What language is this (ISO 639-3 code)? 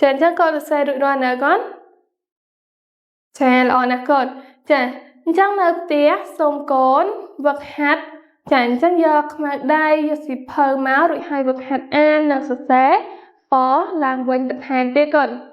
khm